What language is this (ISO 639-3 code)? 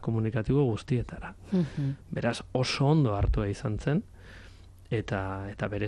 eus